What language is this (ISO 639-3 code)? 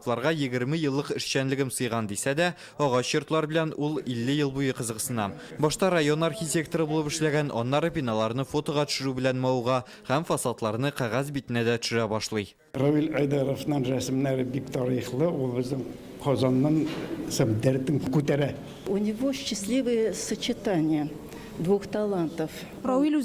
tat